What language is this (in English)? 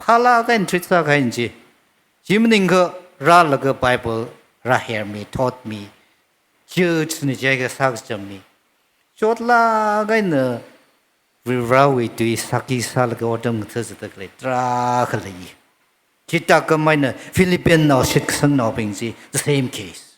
Tangkhul Naga (India)